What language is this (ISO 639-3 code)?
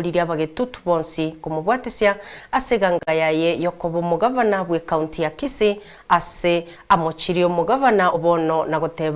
guz